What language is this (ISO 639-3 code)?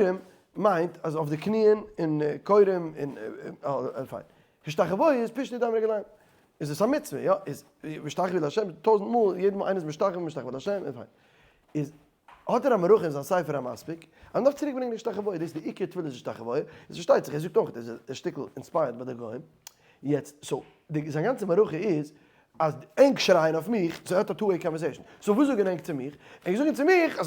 yid